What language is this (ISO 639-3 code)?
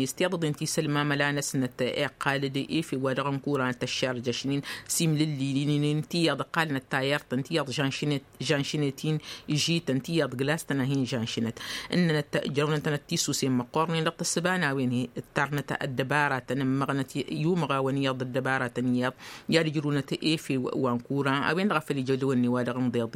taq